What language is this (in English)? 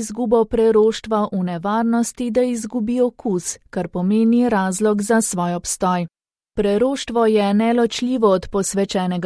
Slovenian